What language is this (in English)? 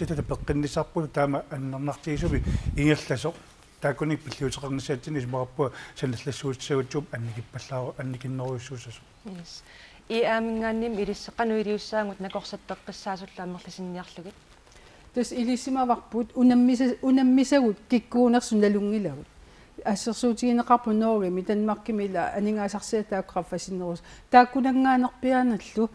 Kalaallisut